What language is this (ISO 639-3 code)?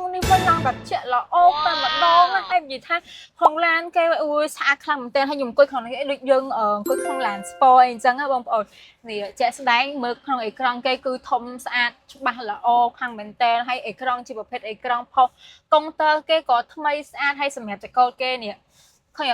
khm